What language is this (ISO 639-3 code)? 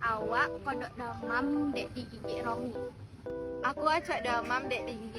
min